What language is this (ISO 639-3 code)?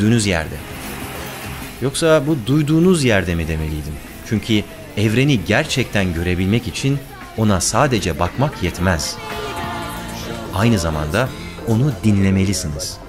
tur